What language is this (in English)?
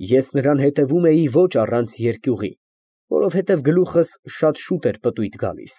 Armenian